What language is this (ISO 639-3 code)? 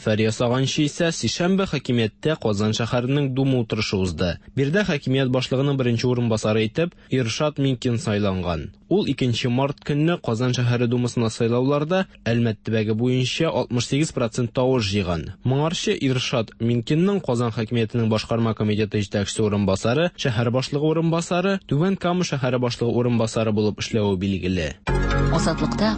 tat